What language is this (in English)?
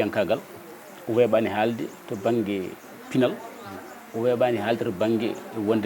Fula